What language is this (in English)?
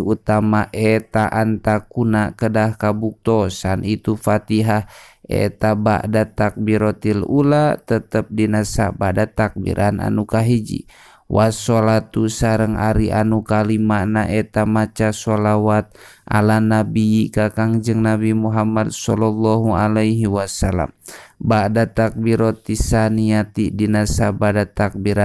Sundanese